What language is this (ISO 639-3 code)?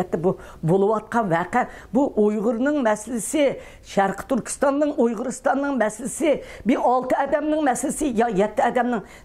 uig